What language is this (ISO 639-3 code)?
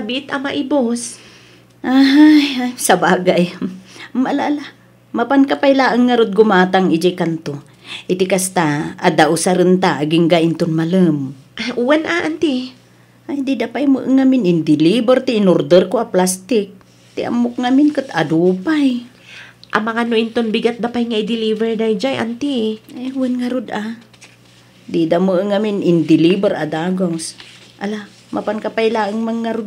ilo